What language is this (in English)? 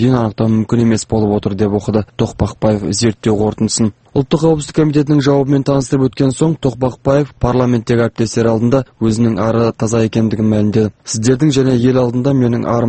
Kazakh